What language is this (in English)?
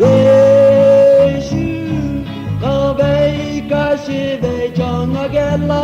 Lahu